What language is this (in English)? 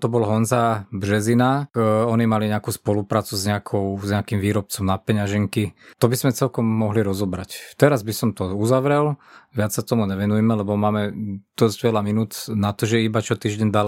Slovak